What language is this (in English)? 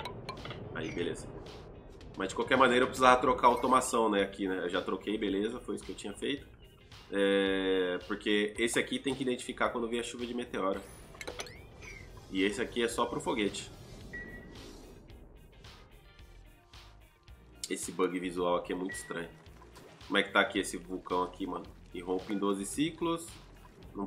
Portuguese